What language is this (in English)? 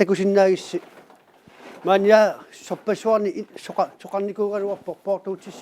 Kalaallisut